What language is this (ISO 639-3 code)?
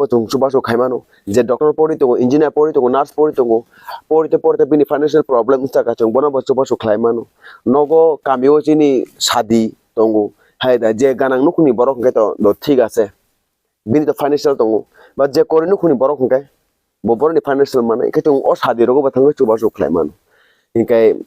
trp